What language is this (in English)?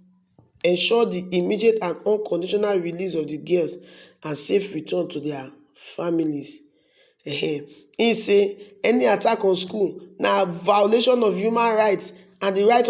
Nigerian Pidgin